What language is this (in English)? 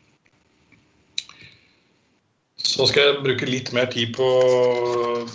Norwegian